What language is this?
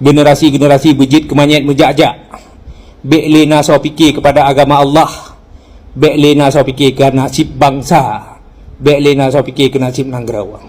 Achinese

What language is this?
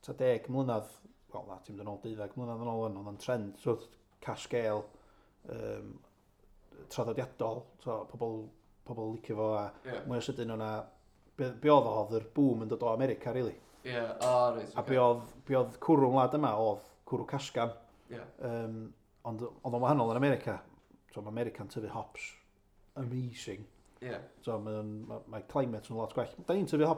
Welsh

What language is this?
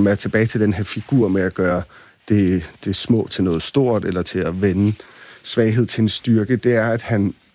Danish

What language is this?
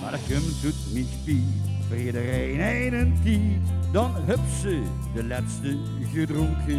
Limburgish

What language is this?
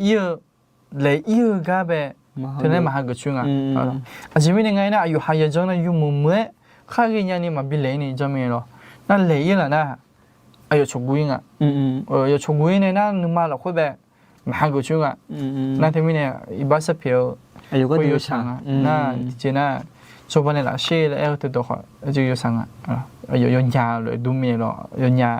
Akha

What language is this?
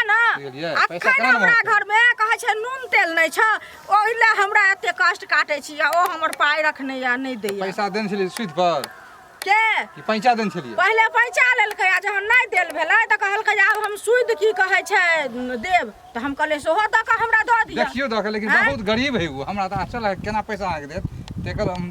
Maithili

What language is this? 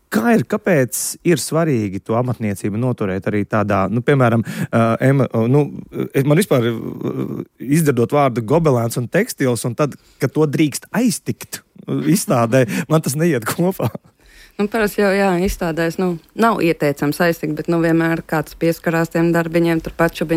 Latvian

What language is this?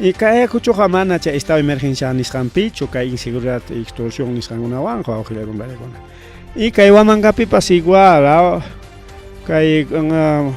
Ayacucho Quechua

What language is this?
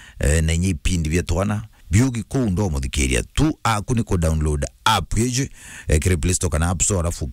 Meru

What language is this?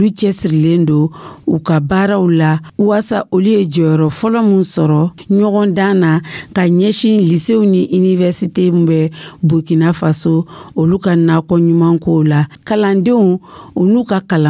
Dyula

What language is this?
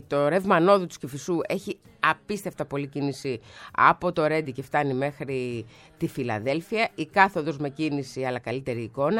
Greek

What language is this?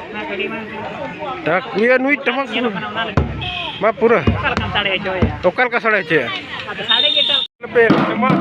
Santali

